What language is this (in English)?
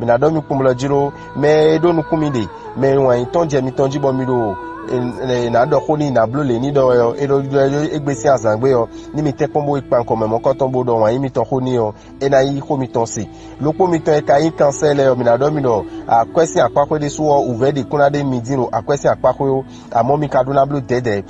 Fon